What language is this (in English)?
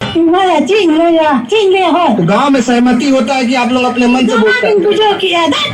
Santali